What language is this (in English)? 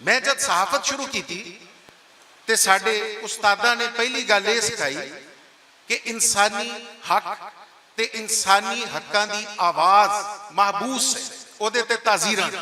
Western Panjabi